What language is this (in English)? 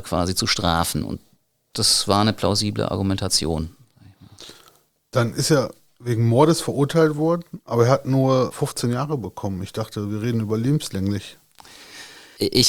German